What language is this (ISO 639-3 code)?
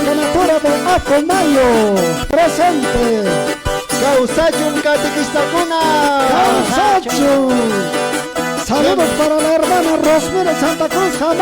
que